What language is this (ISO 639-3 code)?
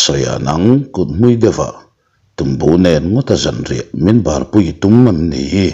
lus